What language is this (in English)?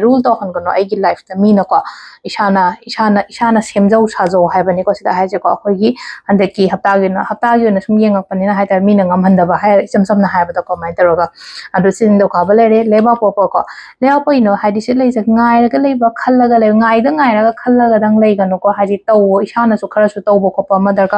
Manipuri